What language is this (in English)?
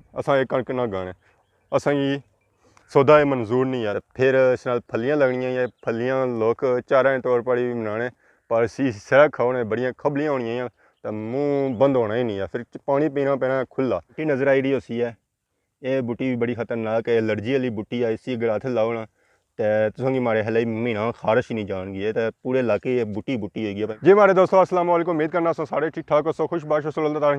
Pahari-Potwari